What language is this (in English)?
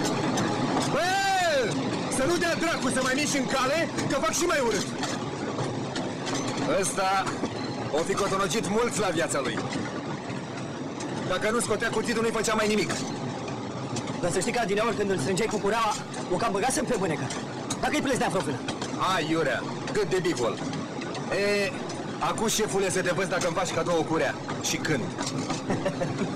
Romanian